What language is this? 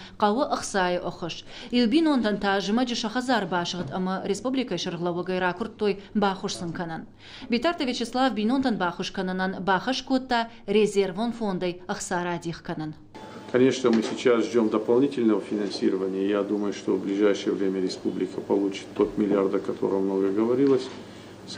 Ossetic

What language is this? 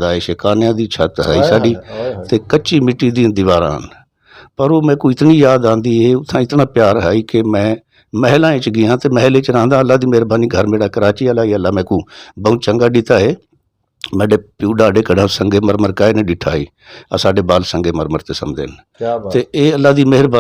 Western Panjabi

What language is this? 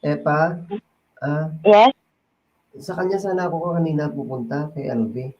Hiligaynon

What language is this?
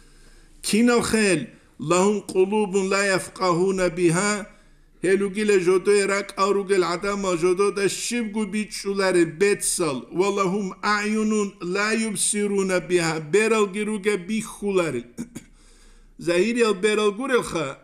Avaric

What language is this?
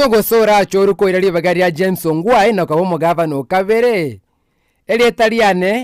Gusii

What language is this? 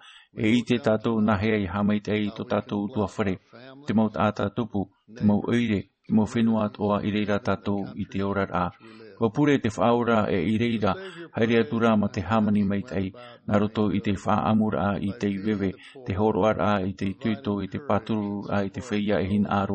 Tahitian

